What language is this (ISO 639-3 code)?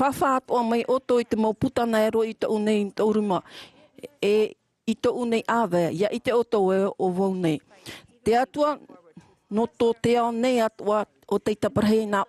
tah